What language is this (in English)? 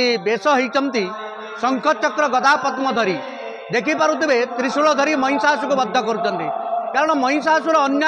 Odia